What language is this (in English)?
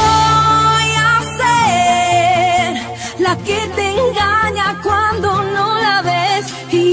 Spanish